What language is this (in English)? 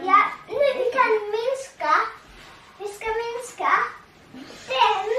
Faroese